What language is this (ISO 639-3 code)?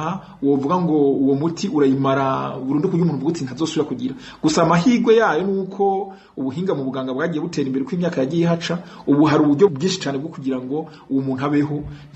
run